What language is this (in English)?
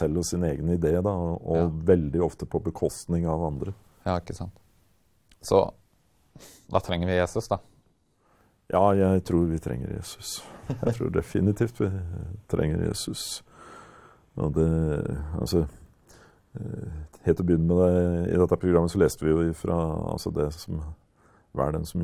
Norwegian